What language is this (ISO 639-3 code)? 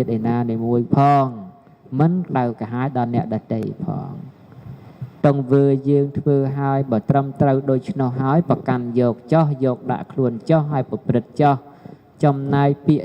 khm